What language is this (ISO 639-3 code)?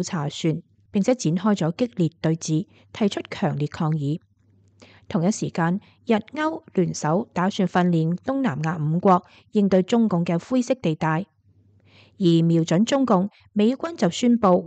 yue